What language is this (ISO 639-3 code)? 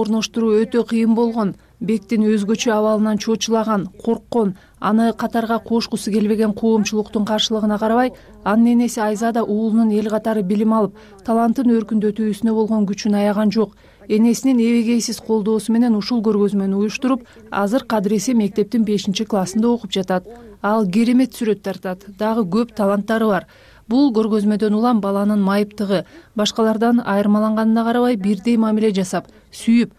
kir